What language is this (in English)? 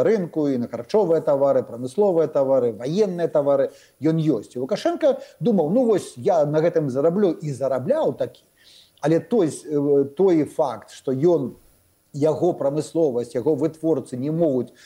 Belarusian